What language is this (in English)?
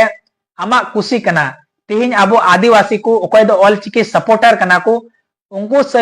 Santali